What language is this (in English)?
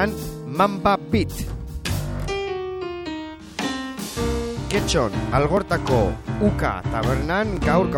Basque